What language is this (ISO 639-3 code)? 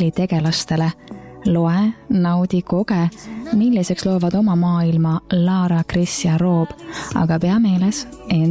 est